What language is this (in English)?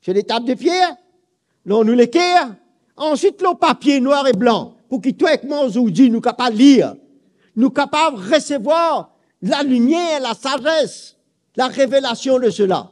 Morisyen